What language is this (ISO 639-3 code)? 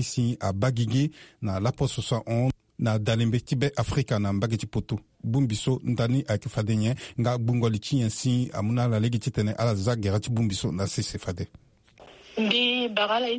sag